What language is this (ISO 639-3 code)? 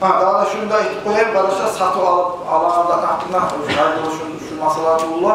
kum